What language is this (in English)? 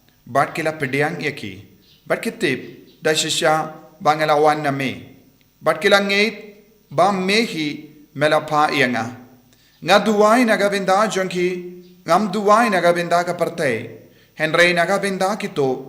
Khasi